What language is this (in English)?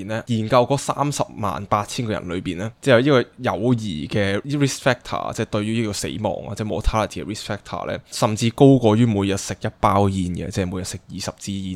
Cantonese